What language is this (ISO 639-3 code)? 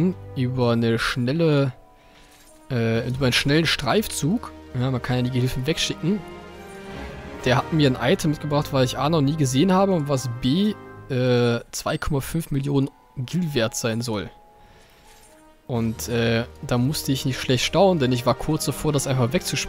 deu